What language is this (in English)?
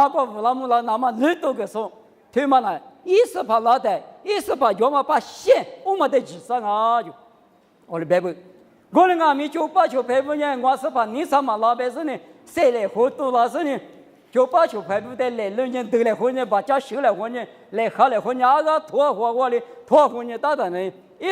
Lisu